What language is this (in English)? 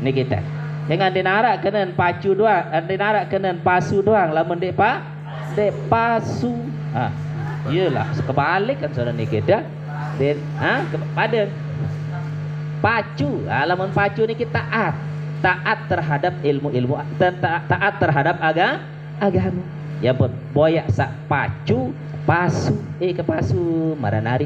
Sasak